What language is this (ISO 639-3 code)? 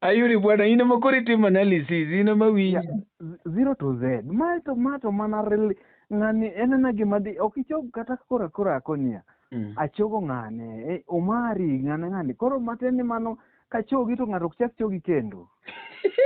luo